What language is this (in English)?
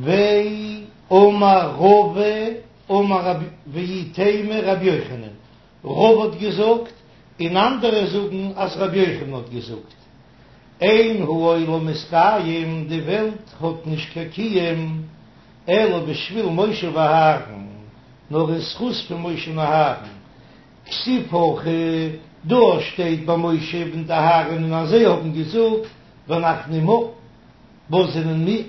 Yiddish